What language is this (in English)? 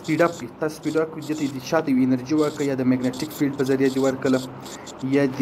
Pashto